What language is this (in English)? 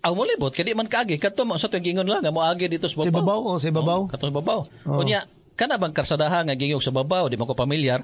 Cebuano